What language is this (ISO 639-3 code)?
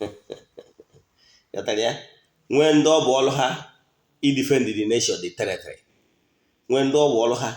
ibo